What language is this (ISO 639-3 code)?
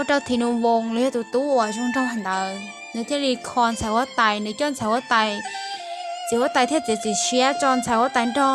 hmn